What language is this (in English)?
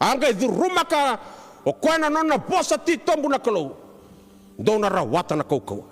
Fijian